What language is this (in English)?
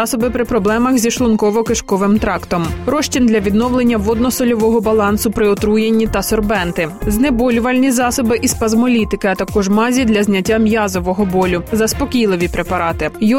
Ukrainian